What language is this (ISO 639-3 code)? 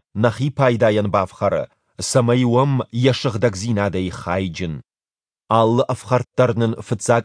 oss